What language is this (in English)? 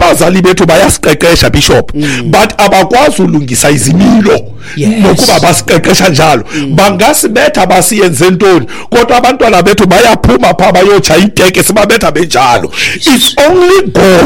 Xhosa